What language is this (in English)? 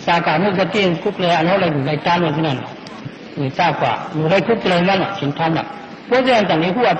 Shan